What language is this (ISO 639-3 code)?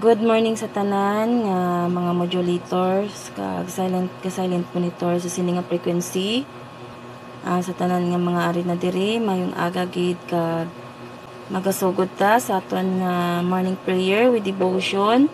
hil